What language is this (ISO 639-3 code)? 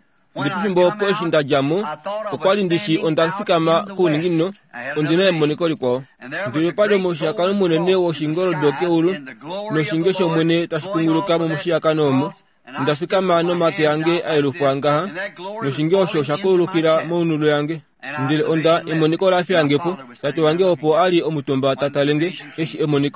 kua